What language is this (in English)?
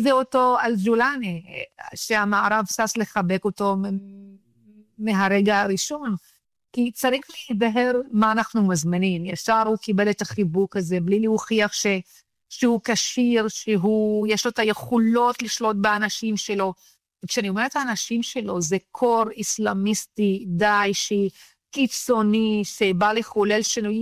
Hebrew